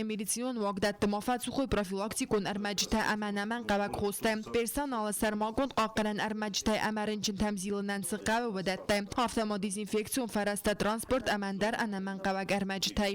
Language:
Ossetic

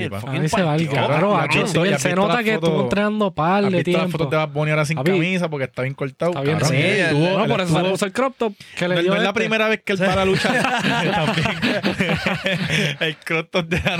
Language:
Spanish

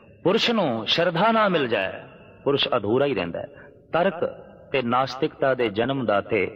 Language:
Punjabi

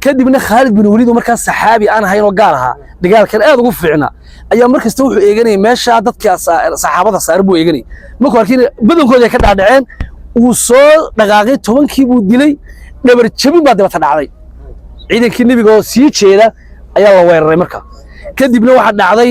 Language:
Somali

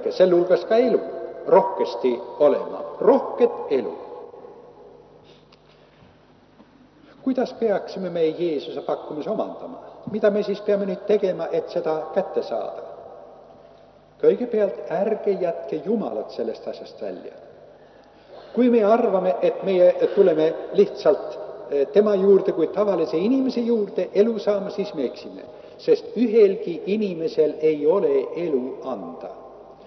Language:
Estonian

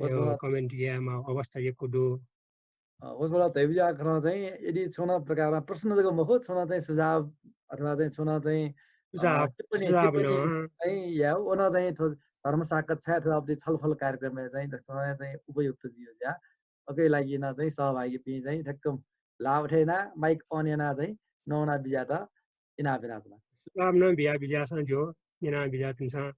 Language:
Newari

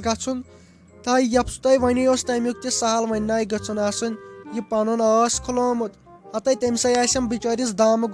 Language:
Kashmiri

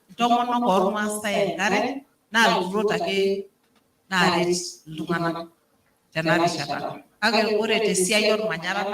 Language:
Masai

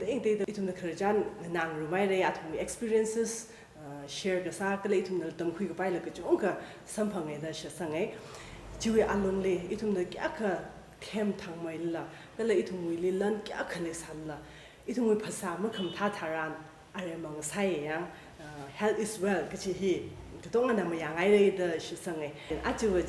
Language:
Tangkhul Naga (India)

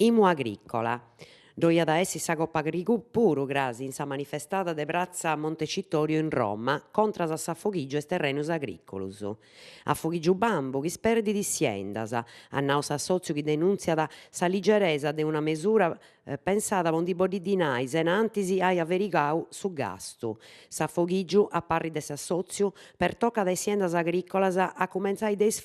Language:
Sardinian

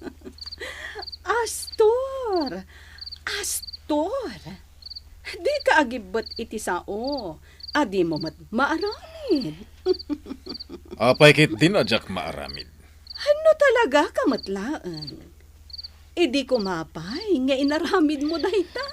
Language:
Iloko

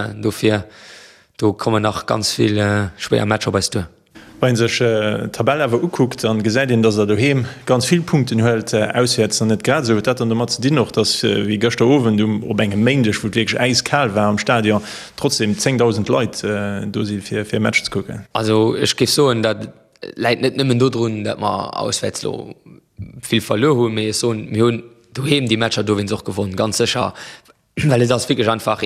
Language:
Luxembourgish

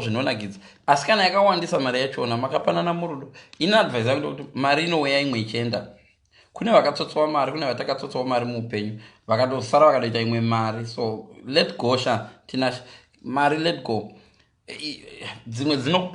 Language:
Shona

